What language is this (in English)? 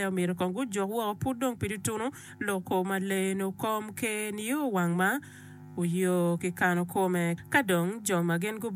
Acoli